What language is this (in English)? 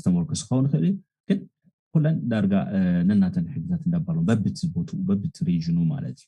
Tigrinya